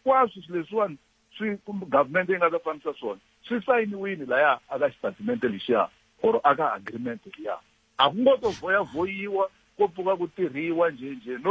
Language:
Tsonga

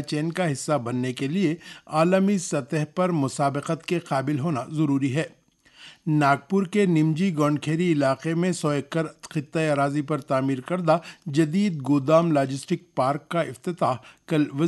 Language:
Urdu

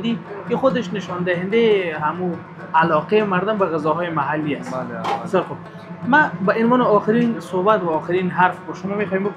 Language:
Persian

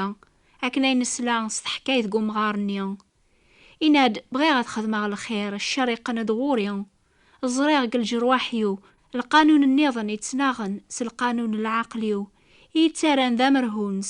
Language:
Kabyle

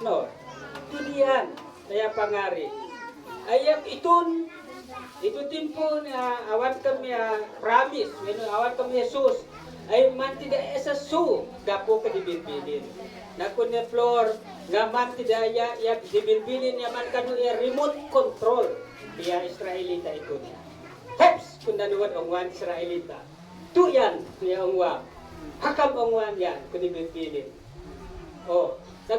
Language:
Isnag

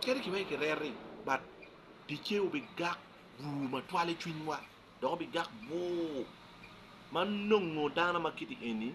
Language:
Acoli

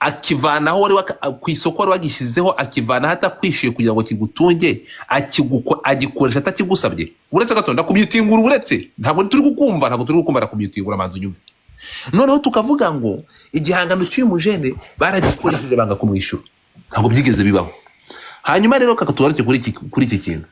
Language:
Kinyarwanda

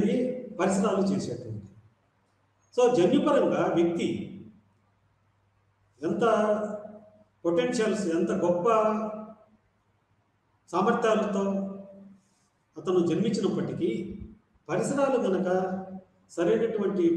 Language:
Telugu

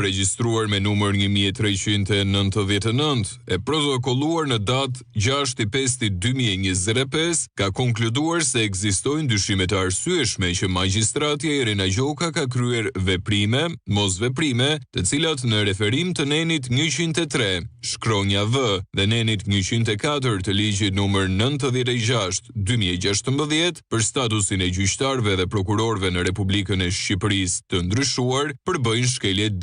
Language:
Albanian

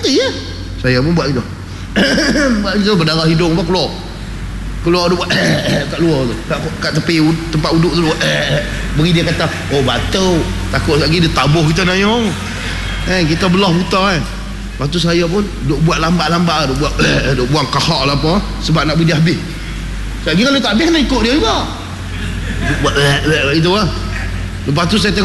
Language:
Malay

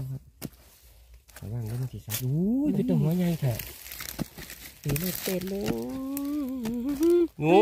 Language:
Thai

